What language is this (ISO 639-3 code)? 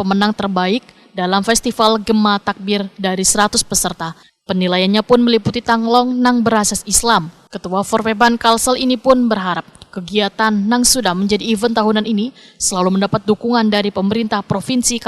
bjn